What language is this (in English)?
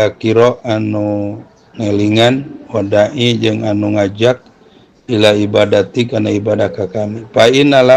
Sundanese